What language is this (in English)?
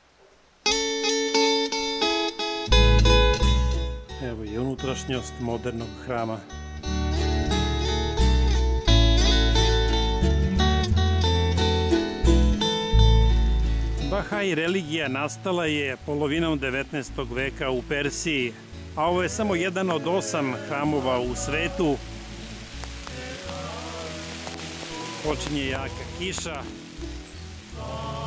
Serbian